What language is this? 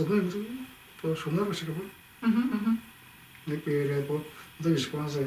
Tuvinian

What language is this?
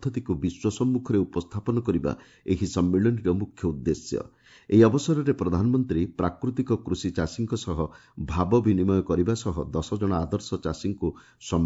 Odia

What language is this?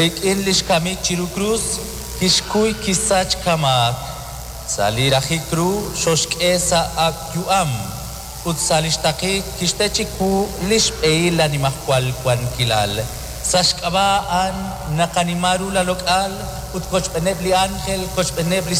Kekchí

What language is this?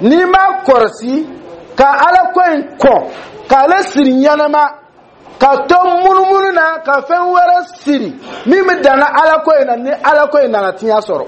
Dyula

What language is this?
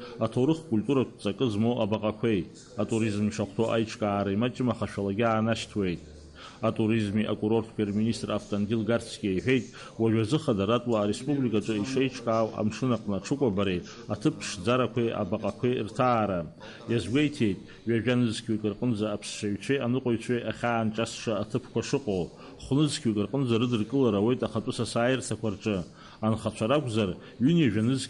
Abkhazian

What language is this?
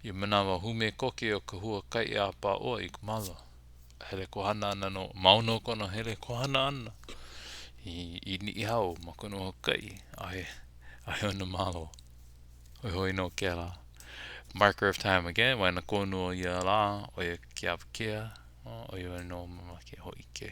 Hawaiian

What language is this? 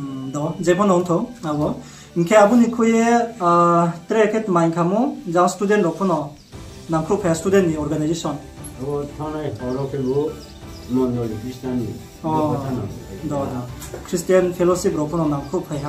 Riang (India)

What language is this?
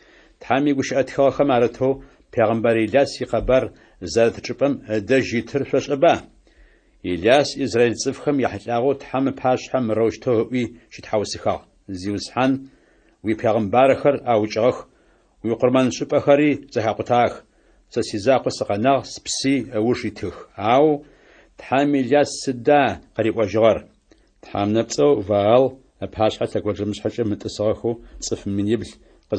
Adyghe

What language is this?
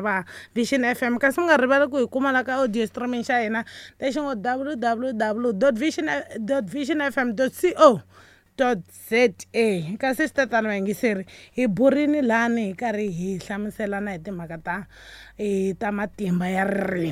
Tsonga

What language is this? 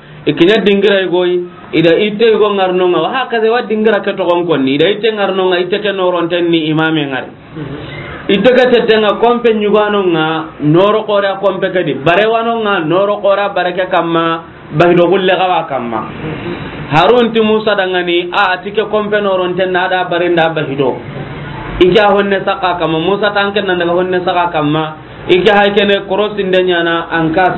Soninke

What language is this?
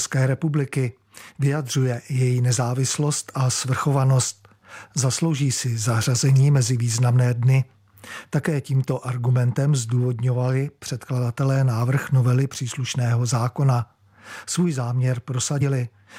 Czech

